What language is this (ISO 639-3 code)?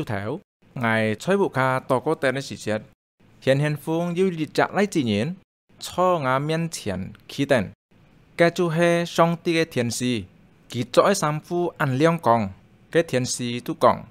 hak